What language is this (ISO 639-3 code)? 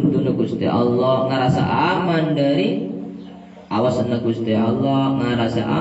mad